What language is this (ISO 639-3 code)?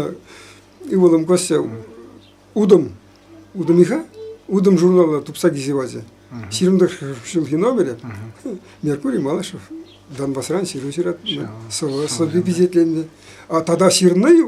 chv